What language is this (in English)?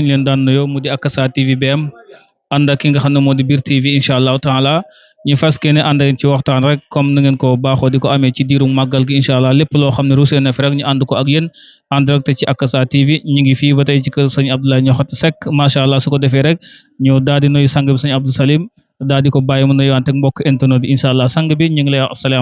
Wolof